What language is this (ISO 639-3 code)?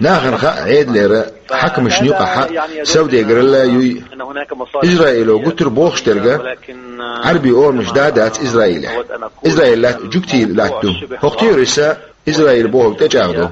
che